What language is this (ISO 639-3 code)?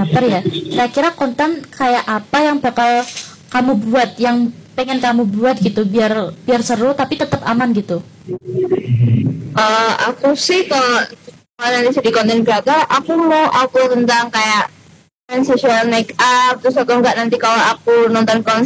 ind